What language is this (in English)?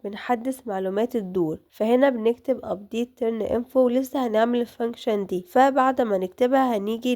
Egyptian Arabic